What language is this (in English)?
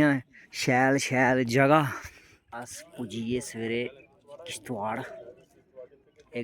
Dogri